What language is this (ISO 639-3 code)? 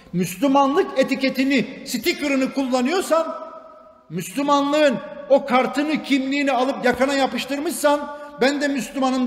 tur